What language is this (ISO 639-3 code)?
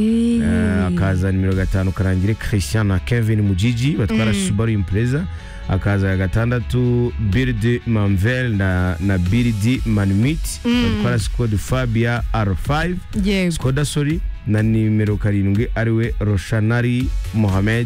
kin